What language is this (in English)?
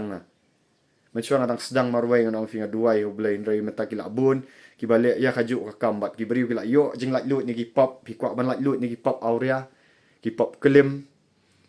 Khasi